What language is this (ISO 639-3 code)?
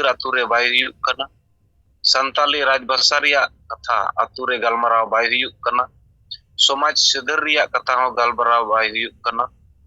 sat